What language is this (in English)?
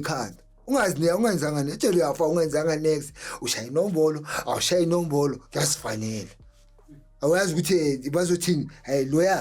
Zulu